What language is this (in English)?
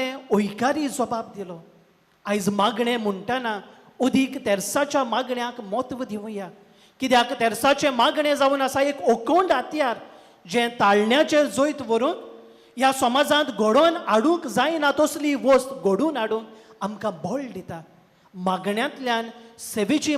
Konkani